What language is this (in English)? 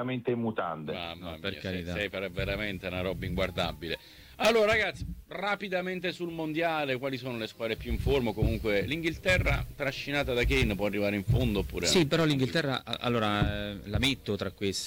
Italian